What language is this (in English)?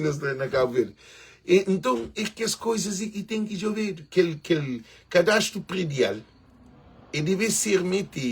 Kabuverdianu